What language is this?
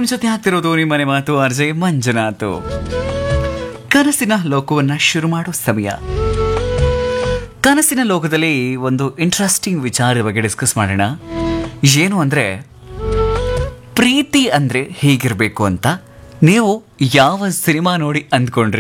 Kannada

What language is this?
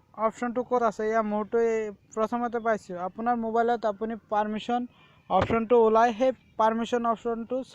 Assamese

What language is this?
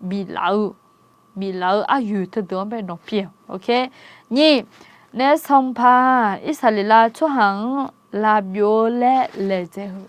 Akha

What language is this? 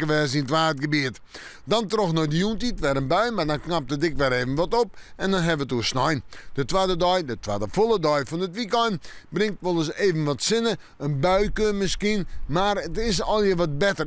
Western Frisian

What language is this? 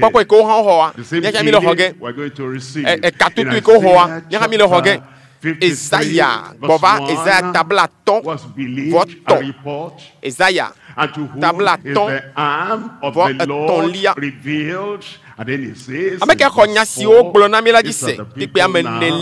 Ewe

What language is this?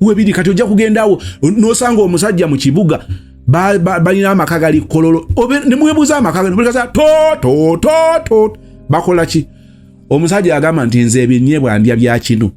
Ganda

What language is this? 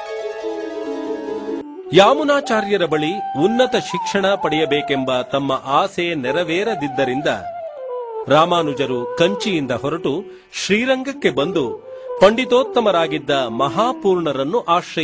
Kannada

